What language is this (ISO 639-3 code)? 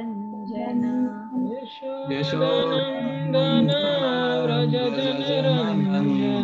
tel